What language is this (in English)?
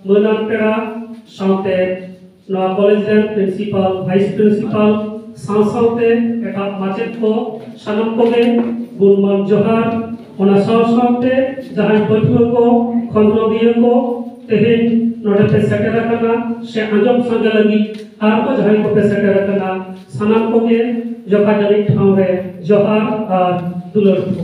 Santali